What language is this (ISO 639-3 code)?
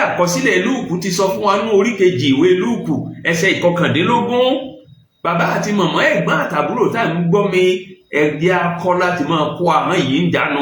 yor